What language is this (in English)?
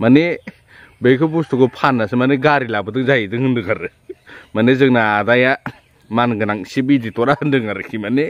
Bodo